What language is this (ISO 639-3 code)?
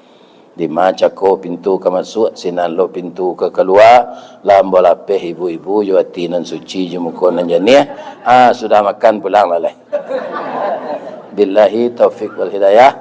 min